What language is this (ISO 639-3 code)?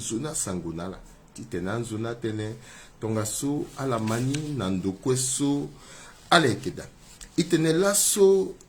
sag